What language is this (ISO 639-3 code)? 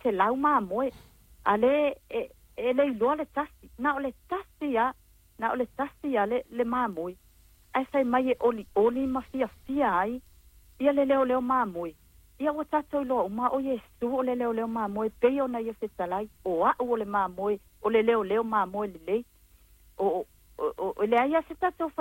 smo